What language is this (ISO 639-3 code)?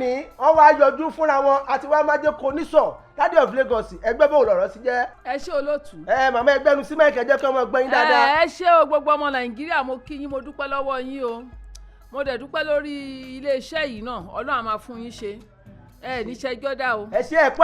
yor